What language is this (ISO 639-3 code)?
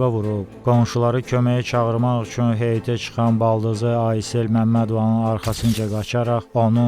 aze